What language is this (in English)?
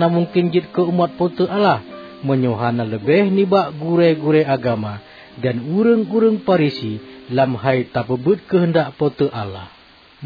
Achinese